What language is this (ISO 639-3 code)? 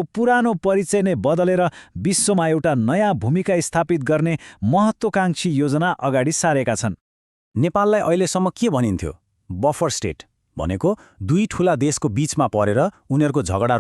nep